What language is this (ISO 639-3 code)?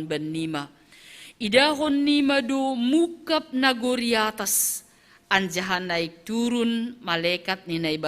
bts